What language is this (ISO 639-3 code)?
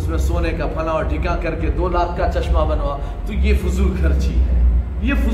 urd